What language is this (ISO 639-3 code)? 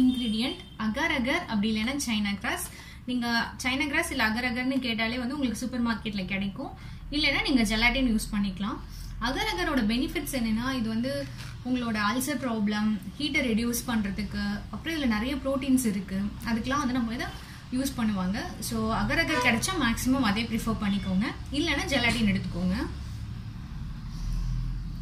tam